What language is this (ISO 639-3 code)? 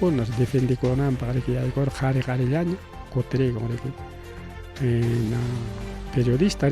quy